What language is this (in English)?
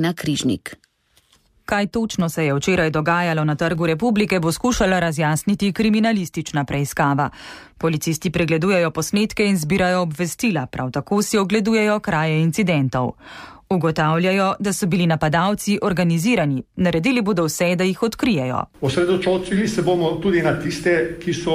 Slovenian